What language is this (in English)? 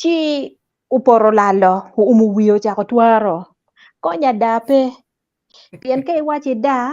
Acoli